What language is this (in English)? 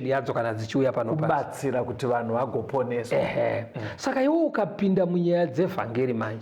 Shona